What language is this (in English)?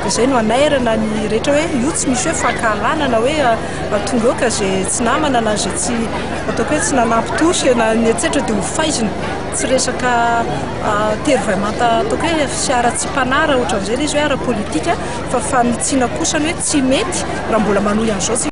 Malagasy